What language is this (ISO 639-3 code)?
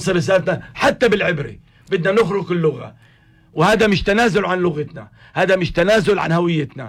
apc